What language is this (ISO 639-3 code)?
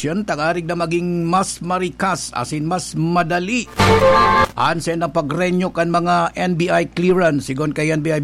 bik